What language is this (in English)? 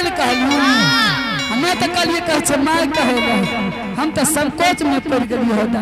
Angika